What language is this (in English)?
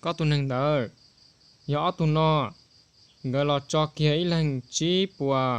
Hmong